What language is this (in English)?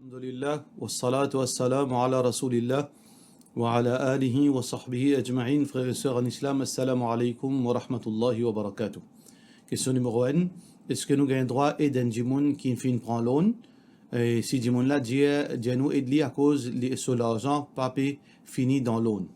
Morisyen